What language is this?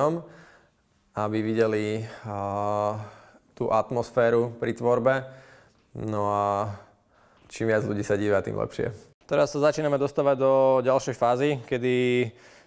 Slovak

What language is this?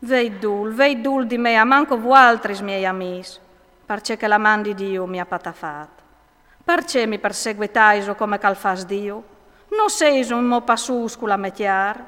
Friulian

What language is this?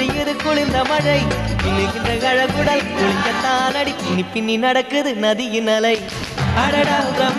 Tamil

